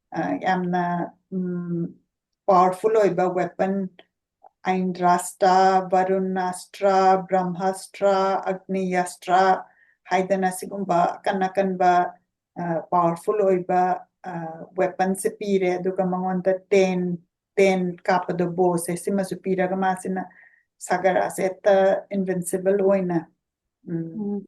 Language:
Manipuri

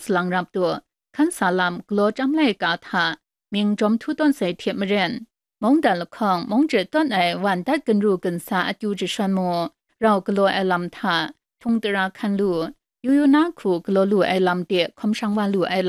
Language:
Kachin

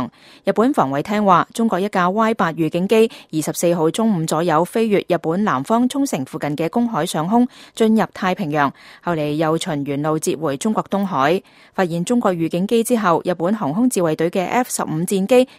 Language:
Cantonese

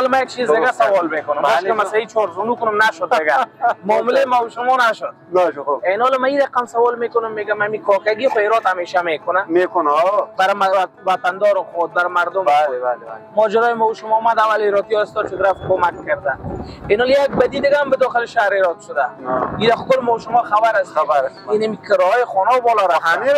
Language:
Persian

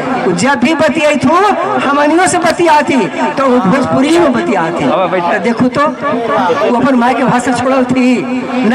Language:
Magahi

